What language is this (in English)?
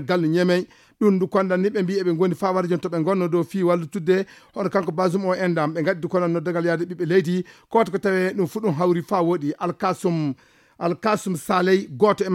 Fula